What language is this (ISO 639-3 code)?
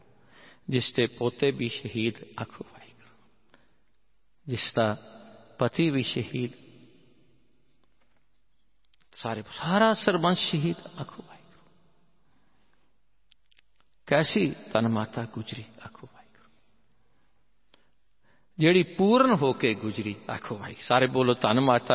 pan